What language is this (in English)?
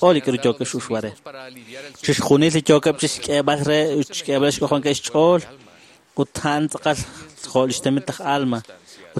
Kekchí